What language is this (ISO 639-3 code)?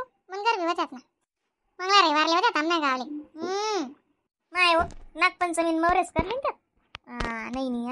khn